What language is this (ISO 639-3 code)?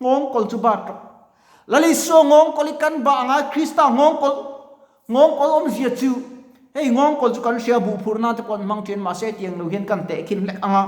lus